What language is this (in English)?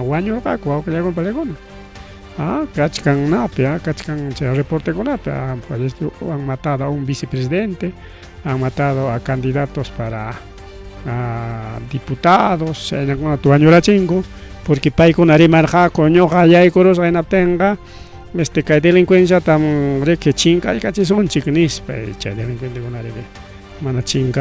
Ayacucho Quechua